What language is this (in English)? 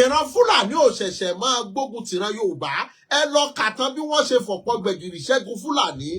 Yoruba